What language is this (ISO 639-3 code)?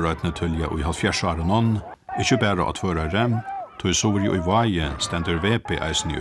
fao